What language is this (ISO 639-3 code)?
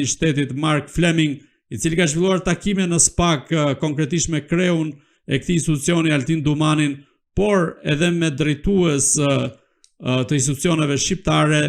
sqi